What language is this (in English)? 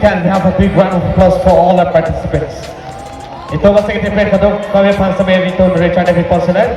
Karbi